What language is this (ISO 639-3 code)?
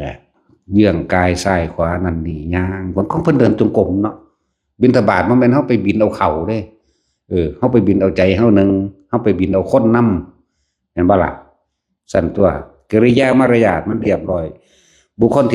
tts